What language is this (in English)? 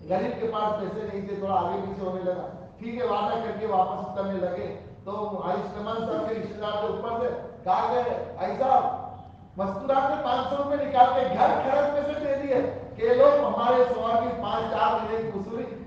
Urdu